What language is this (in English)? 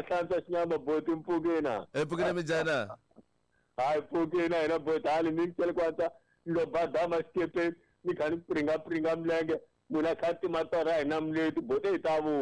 Tsonga